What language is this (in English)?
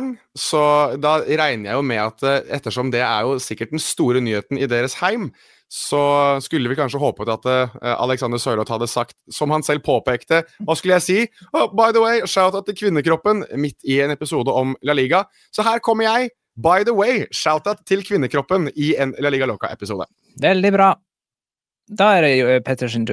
Norwegian